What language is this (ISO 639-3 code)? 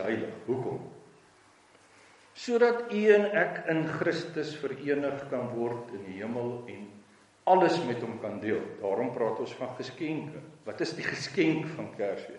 afr